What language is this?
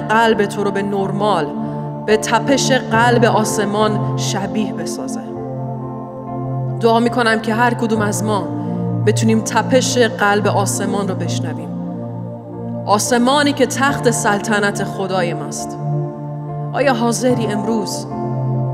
Persian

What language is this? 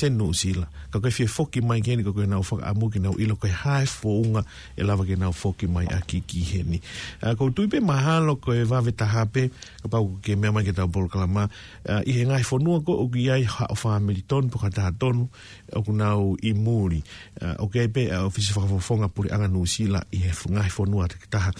Tongan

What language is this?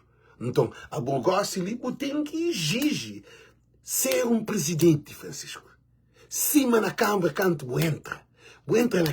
Kabuverdianu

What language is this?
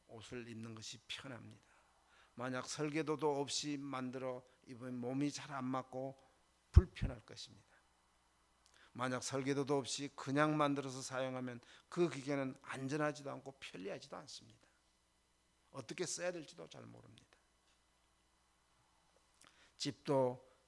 Korean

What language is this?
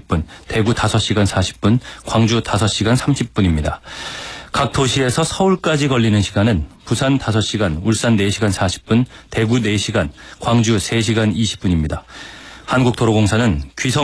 Korean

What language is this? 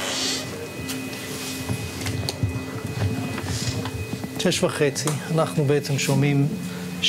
Hebrew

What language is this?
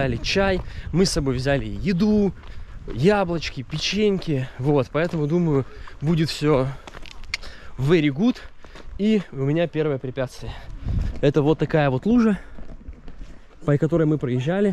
Russian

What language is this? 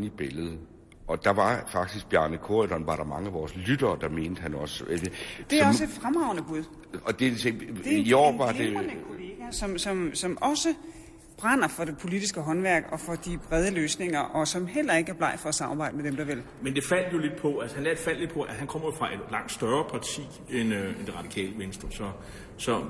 Danish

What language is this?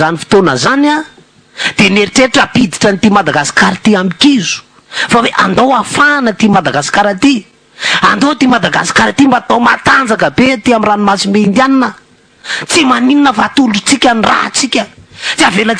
Malagasy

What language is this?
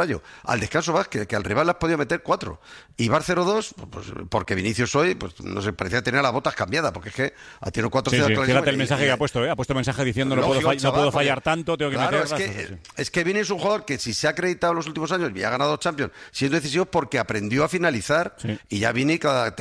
Spanish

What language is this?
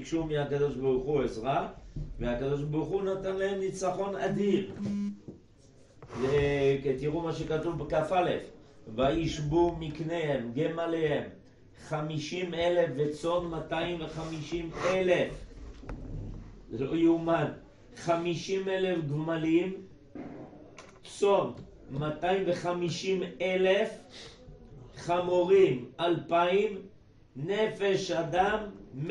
Hebrew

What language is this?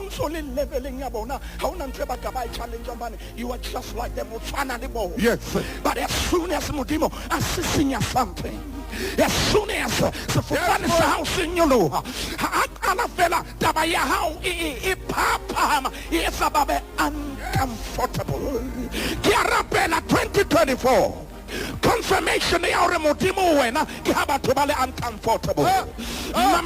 Southern Sotho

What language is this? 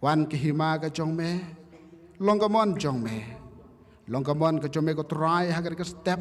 Khasi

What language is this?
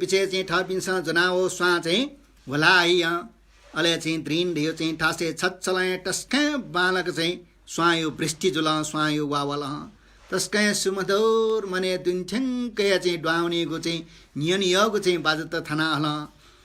Newari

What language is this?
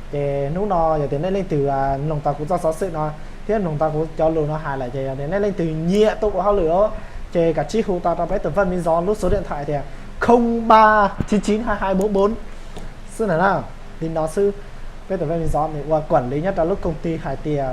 Hmong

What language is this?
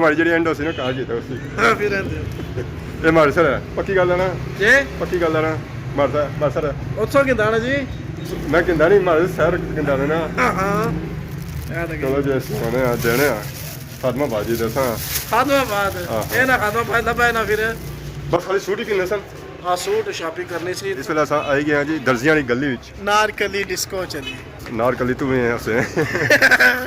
Pahari-Potwari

